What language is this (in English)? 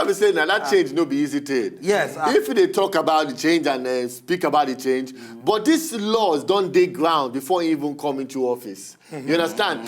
Nigerian Pidgin